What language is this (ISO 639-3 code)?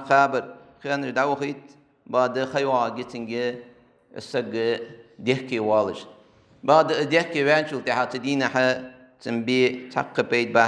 inh